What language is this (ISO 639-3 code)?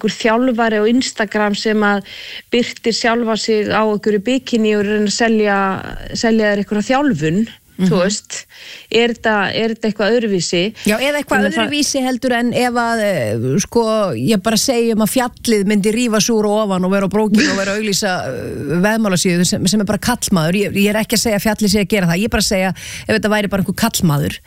isl